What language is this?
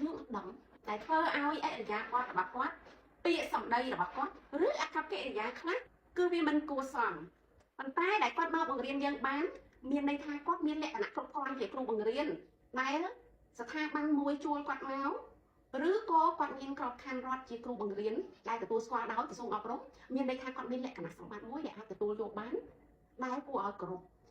Khmer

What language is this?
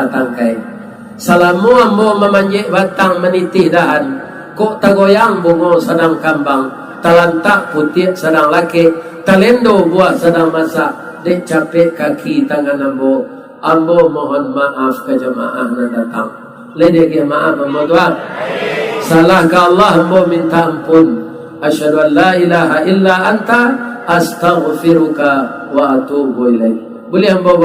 Minangkabau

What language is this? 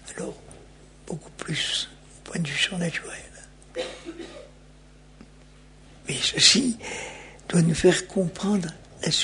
French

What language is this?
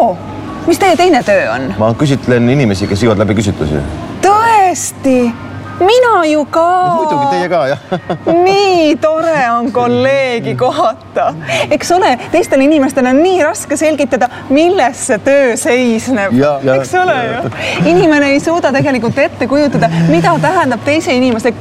Estonian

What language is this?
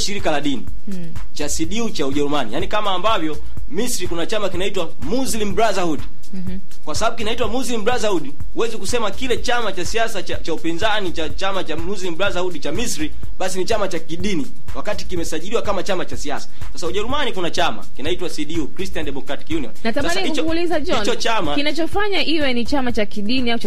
Swahili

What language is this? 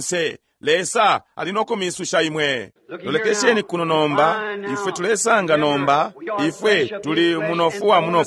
Bemba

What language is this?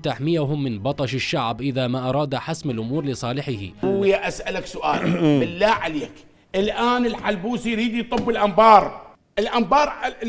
Mesopotamian Arabic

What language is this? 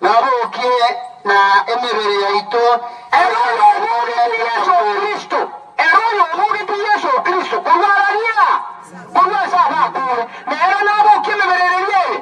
Gusii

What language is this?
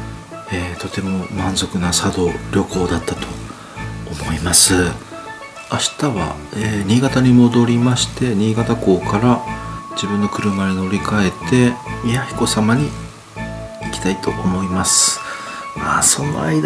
Japanese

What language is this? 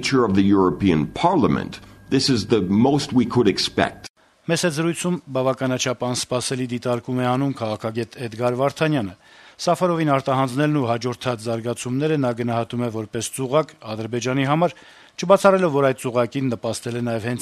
Armenian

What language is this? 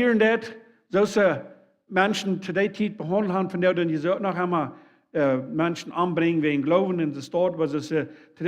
Plautdietsch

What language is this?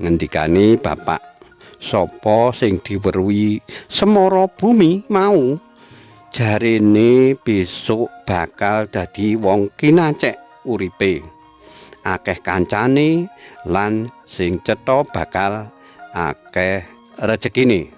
Javanese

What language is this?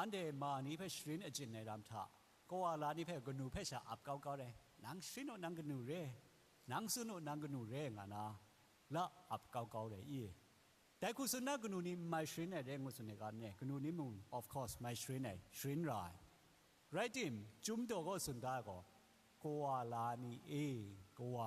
Kachin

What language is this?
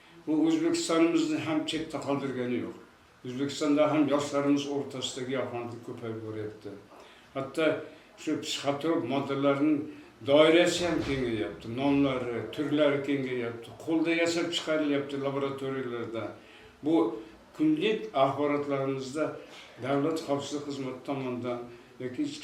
Uzbek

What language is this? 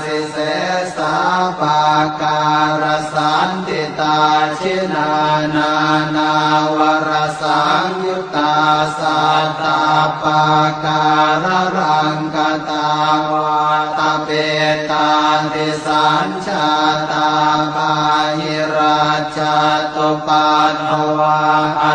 Pali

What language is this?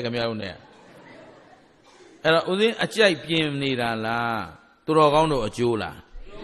Burmese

